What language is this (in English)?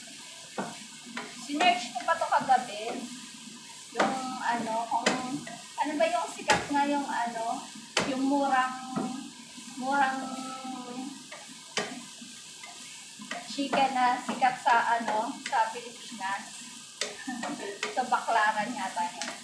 Filipino